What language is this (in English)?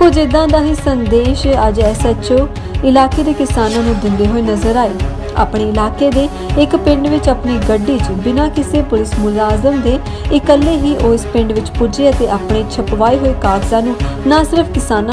Punjabi